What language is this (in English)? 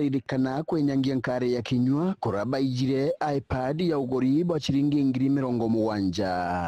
Meru